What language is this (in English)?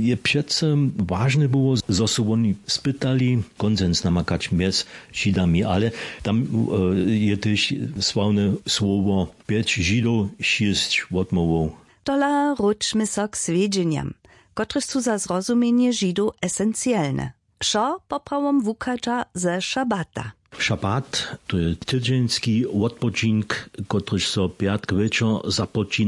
Upper Sorbian